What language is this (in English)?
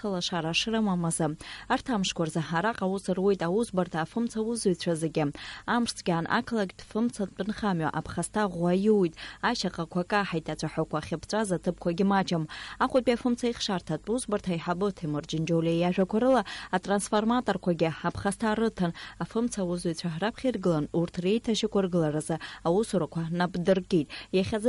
Abkhazian